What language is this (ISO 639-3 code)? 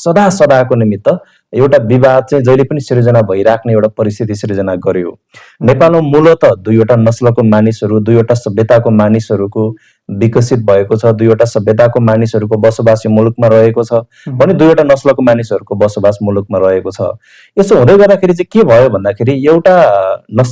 nep